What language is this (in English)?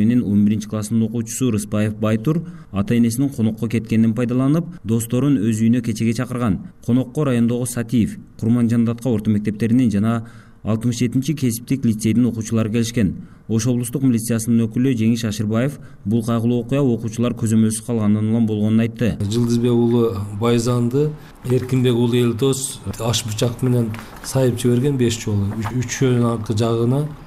Kyrgyz